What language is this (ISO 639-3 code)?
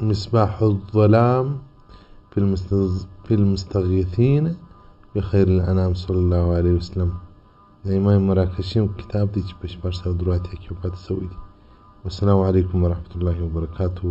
pus